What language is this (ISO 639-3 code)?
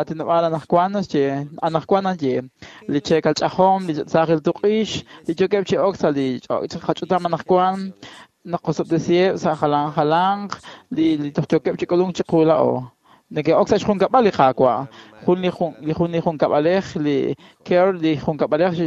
kek